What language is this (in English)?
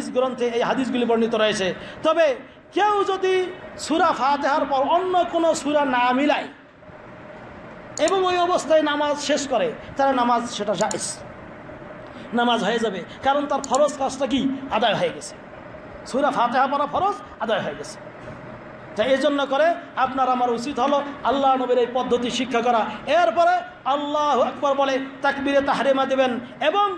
Bangla